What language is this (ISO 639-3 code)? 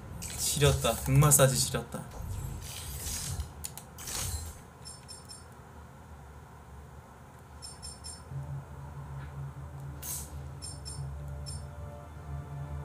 kor